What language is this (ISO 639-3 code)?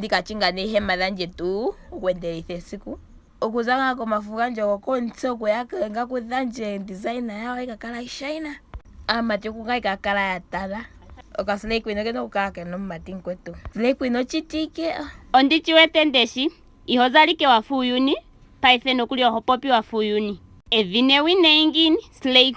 ndo